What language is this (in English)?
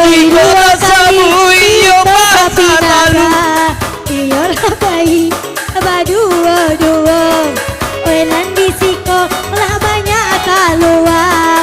Minangkabau